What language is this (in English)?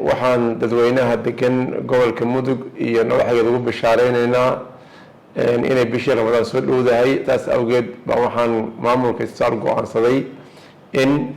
Somali